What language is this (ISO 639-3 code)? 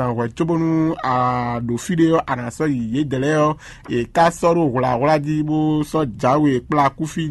fon